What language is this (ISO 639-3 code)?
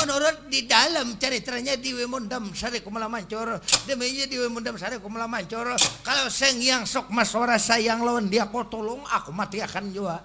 bjn